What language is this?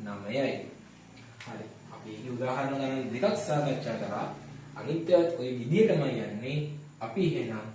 Sinhala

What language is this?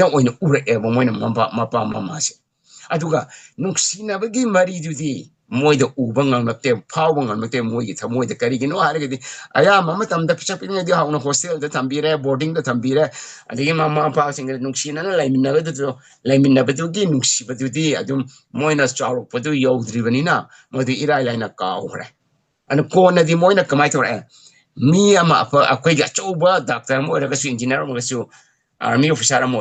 Manipuri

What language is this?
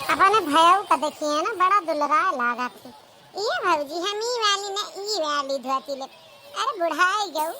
Awadhi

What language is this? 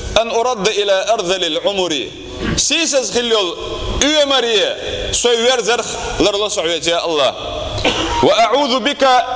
Chechen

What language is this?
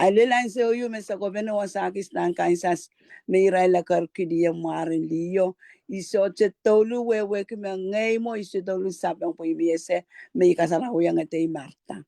Pohnpeian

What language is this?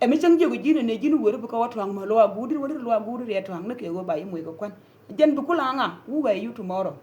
Nuer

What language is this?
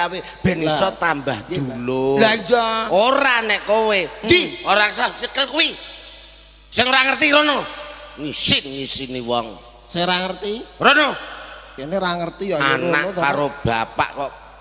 Javanese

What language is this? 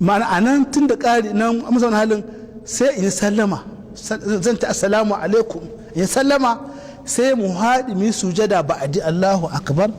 Hausa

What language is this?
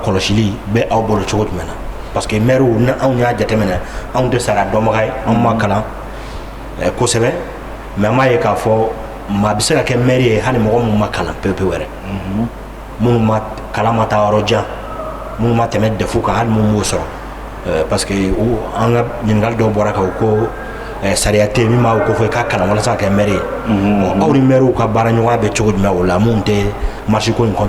Bambara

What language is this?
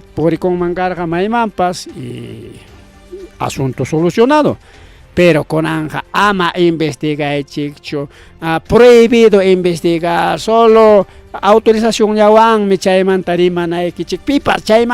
Ayacucho Quechua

